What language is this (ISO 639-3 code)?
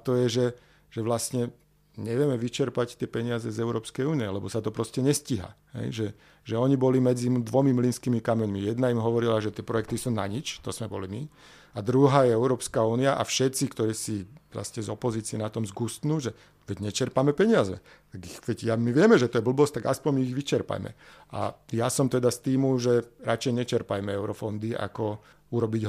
slk